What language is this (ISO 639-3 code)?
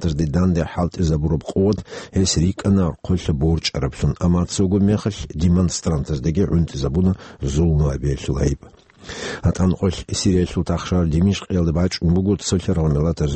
ava